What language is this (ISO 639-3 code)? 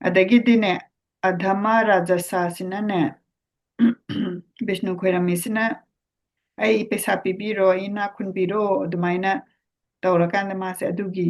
mni